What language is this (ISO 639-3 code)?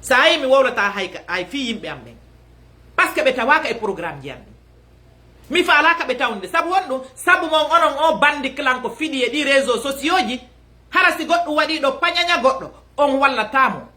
ful